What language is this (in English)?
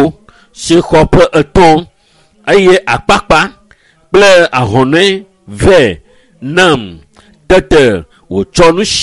Ewe